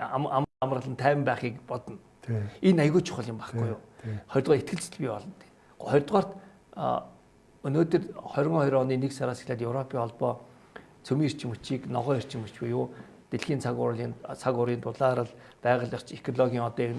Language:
Mongolian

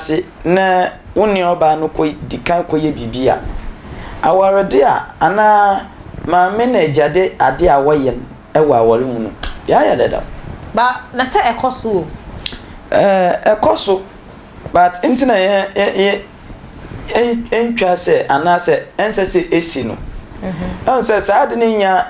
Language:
Akan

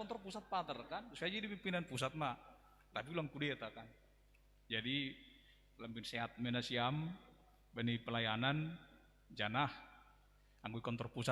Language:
Batak Simalungun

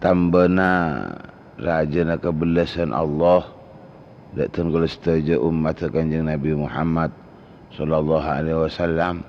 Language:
Madurese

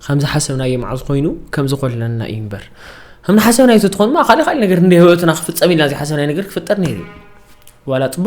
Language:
Tigrinya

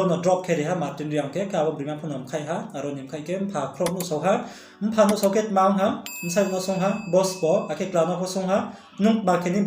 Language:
Riang (India)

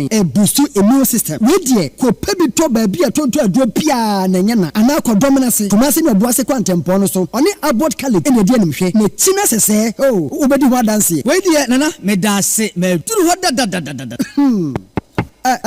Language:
Akan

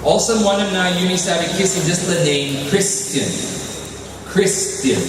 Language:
Tok Pisin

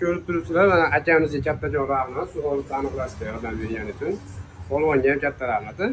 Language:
Uzbek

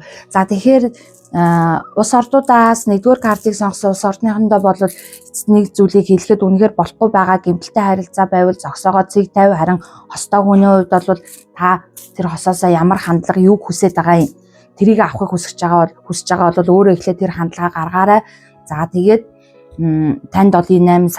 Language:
Mongolian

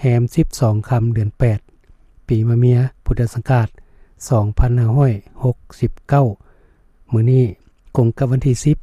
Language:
Lao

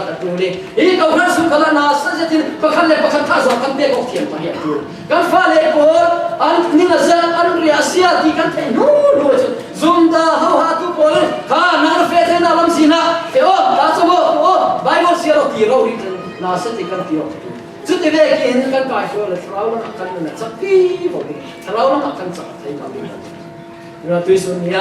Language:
Falam Chin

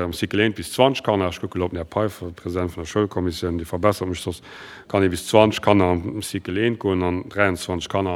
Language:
Luxembourgish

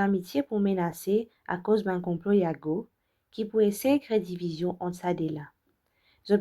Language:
Morisyen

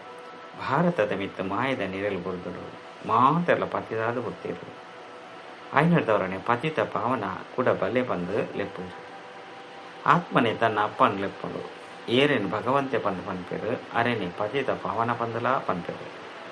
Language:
Tulu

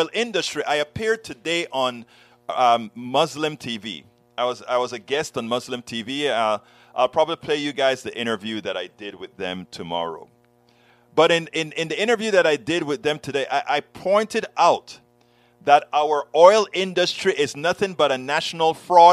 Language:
English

